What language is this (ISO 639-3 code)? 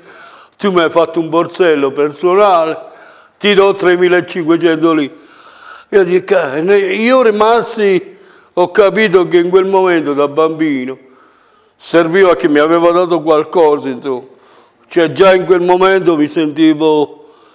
ita